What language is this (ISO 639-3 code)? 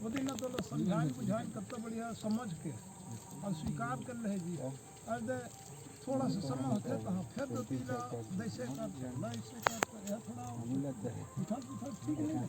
hne